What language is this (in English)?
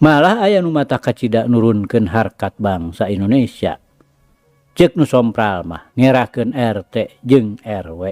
Sundanese